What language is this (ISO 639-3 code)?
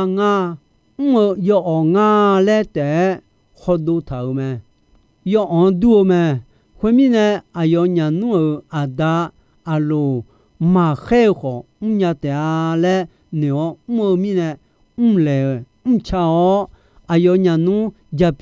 ahk